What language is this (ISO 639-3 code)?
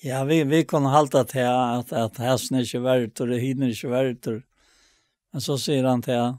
fao